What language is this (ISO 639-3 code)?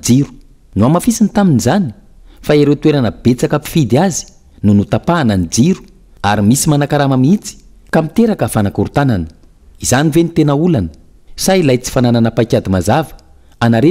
mlg